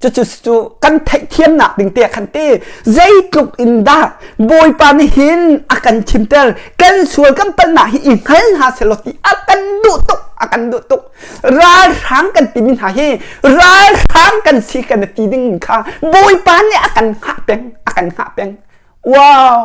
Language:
Hakha Chin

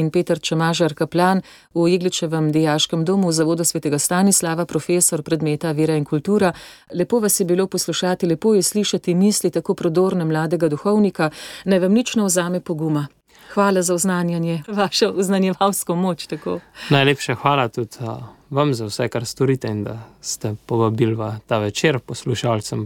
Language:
Slovenian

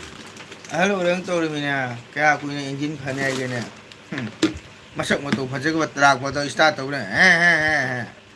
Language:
Manipuri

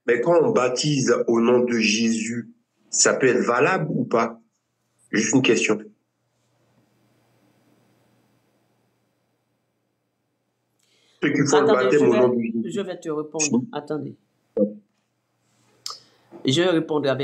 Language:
French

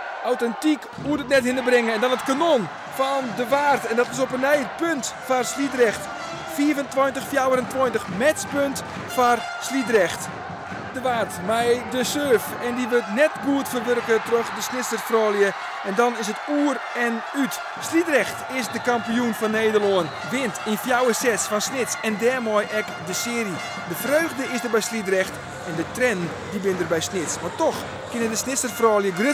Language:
Western Frisian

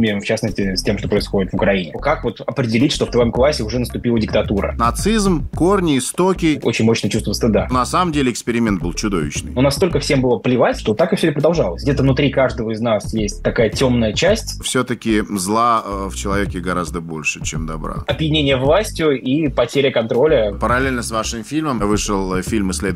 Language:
Russian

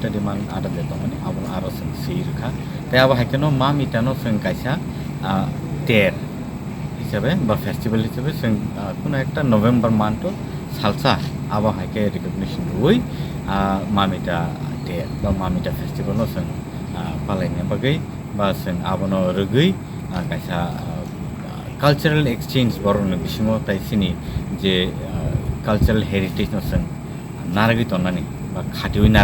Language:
Kok Borok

